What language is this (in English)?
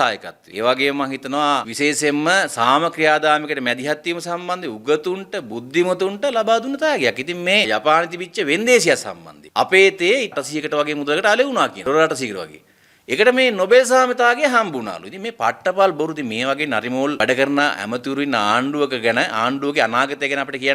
Sinhala